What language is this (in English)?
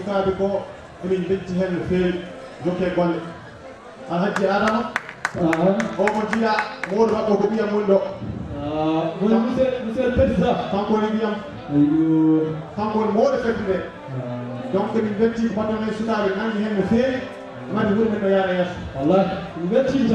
Fula